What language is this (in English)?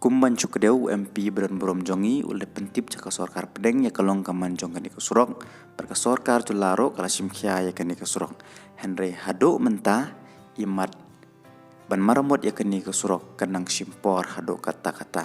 Khasi